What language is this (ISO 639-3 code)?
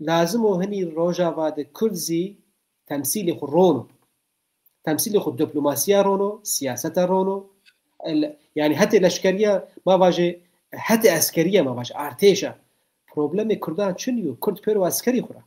zza